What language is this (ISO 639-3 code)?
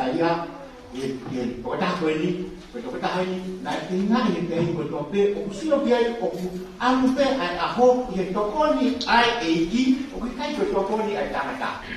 ton